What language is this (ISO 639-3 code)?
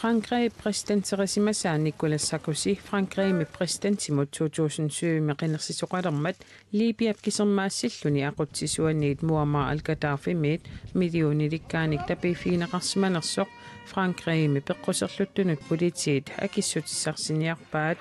kal